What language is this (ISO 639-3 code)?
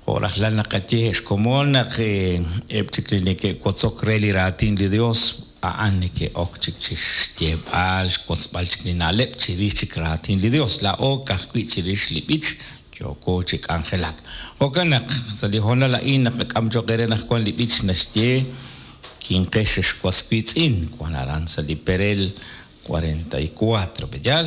kek